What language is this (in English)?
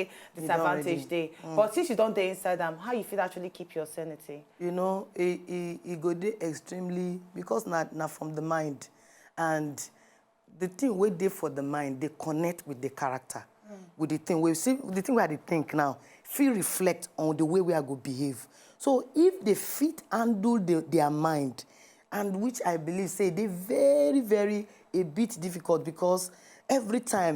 Nigerian Pidgin